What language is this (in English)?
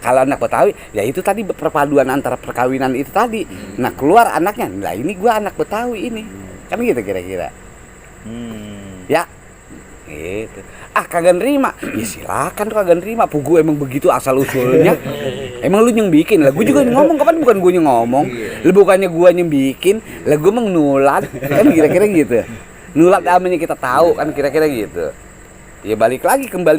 Betawi